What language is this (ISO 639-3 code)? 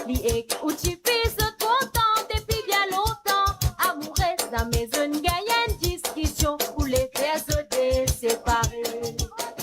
mfe